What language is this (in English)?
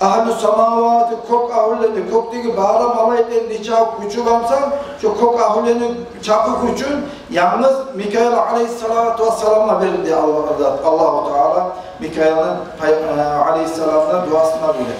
Kumyk